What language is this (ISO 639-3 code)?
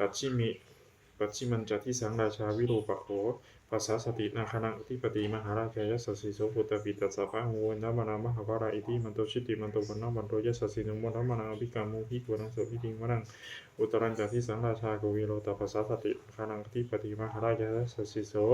pli